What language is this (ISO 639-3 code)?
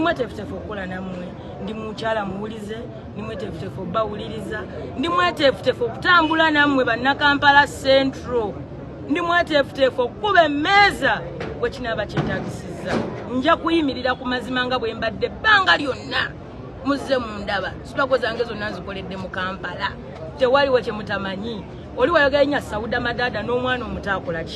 lug